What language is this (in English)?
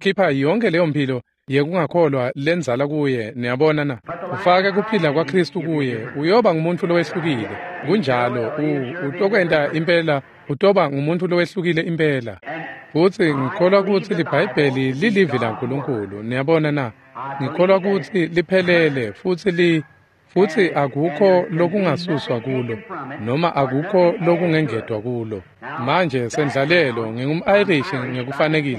Swati